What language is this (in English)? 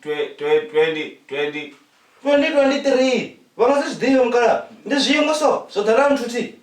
Venda